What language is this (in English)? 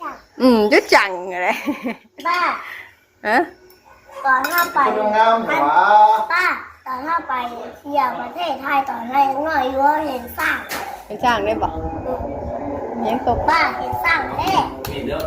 Northeastern Thai